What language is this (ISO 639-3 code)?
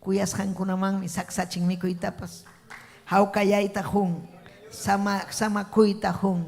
quy